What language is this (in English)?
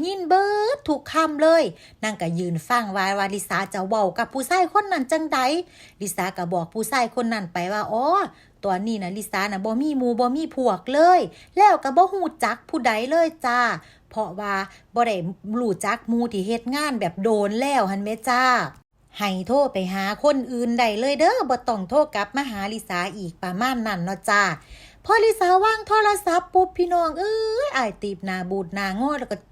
Lao